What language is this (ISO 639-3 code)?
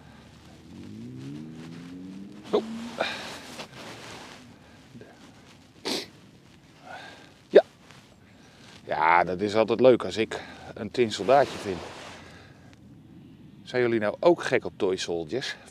nld